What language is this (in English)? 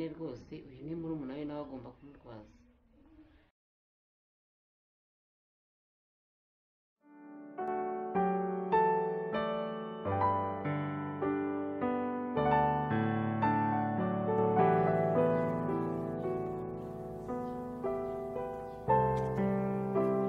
Kinyarwanda